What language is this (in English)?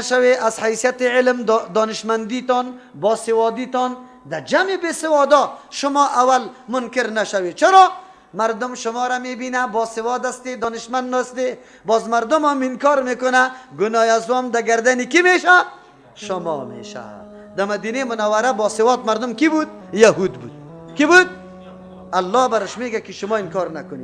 Persian